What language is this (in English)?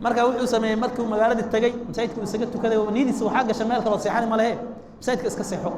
Somali